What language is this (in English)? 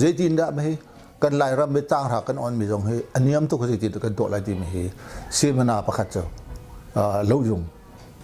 Hakha Chin